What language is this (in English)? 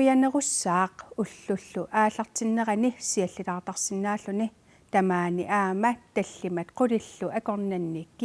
Kalaallisut